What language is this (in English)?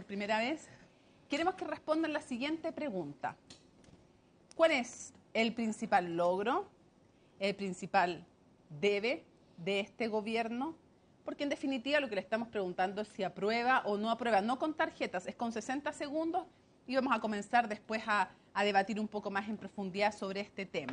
Spanish